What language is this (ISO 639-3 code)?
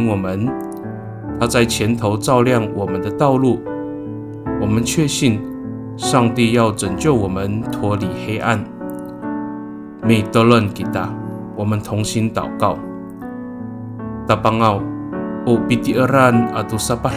ami